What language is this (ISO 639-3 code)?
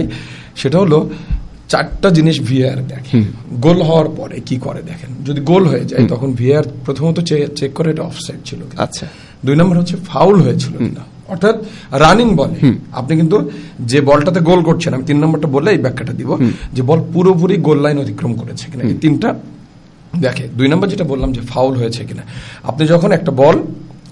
ben